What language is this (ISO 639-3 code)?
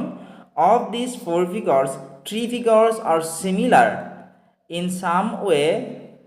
asm